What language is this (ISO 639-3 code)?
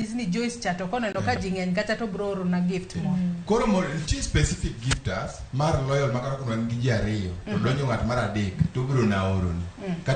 luo